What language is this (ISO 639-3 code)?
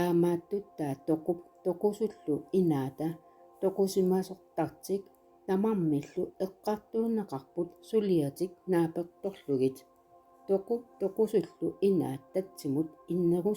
kal